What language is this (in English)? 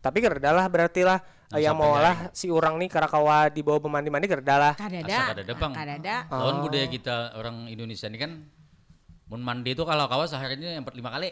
Banjar